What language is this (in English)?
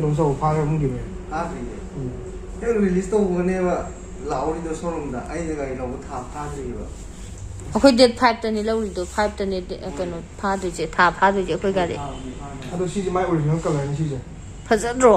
Manipuri